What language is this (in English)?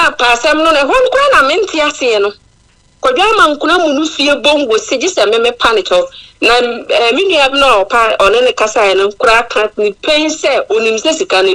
Akan